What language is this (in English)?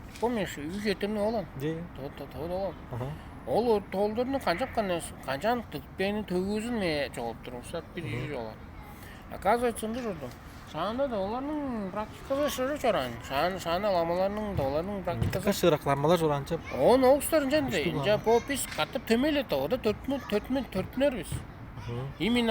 Tuvinian